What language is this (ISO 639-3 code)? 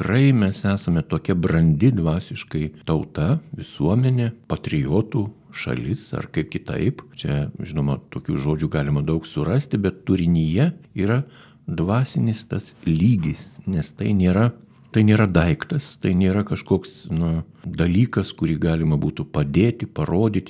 lit